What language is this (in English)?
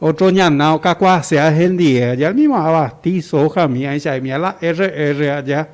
Guarani